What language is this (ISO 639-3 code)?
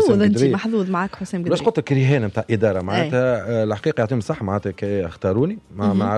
aeb